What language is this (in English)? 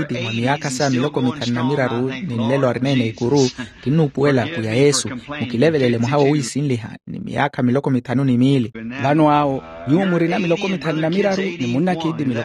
Makhuwa